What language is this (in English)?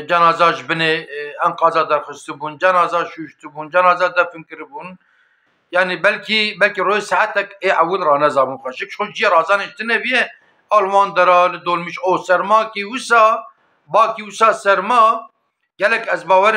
Kurdish